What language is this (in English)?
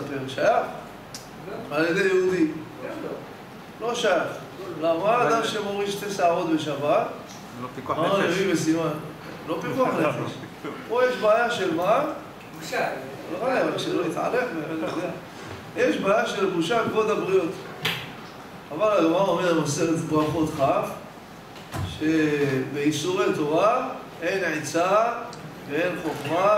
Hebrew